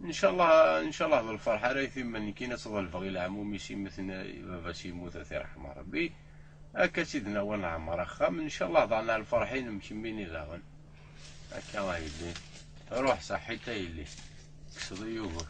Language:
Kabyle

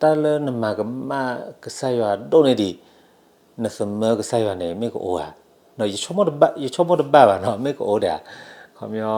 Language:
S'gaw Karen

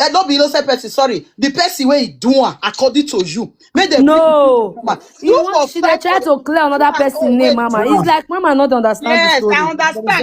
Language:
Nigerian Pidgin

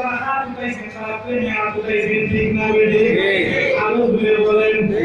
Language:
Sylheti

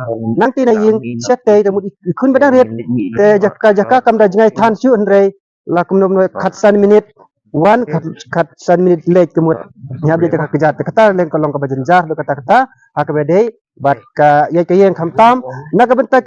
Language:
Khasi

